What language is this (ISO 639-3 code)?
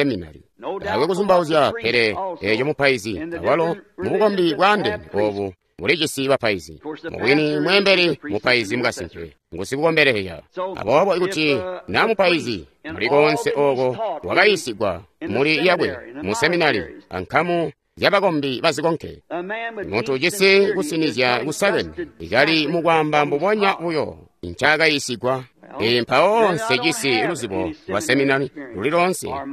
toi